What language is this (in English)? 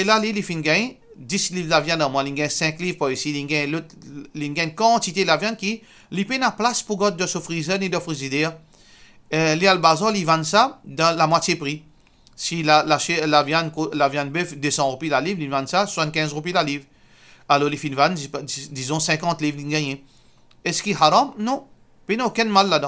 Morisyen